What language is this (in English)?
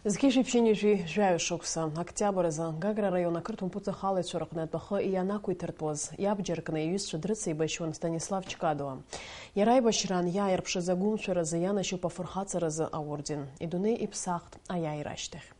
Abkhazian